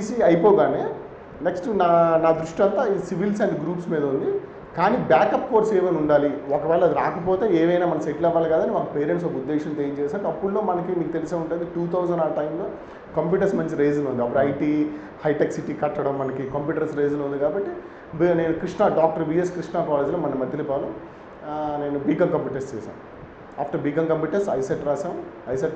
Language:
Telugu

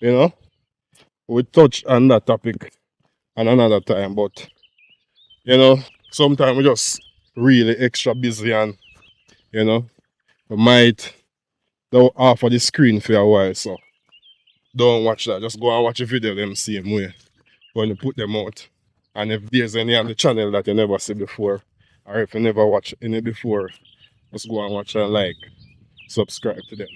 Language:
Jamaican Creole English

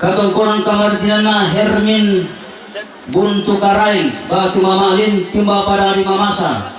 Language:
Toraja-Sa'dan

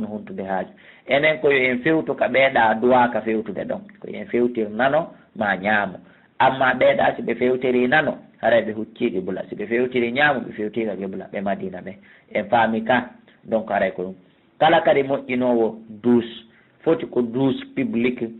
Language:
Fula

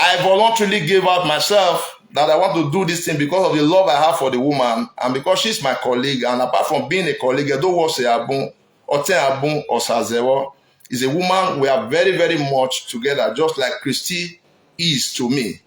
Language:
Nigerian Pidgin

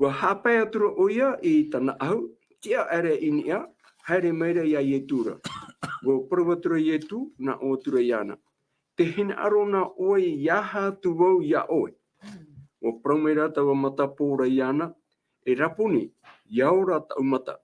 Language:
Tahitian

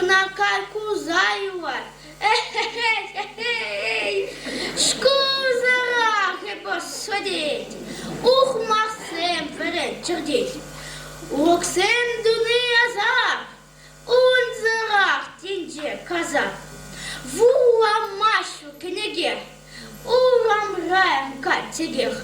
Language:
Chuvash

